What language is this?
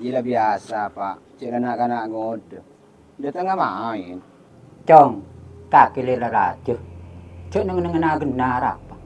Madurese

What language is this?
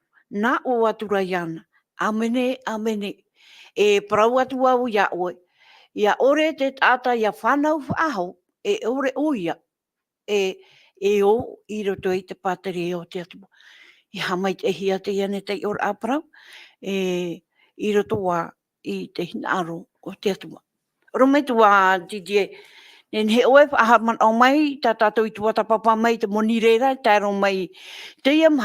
Tahitian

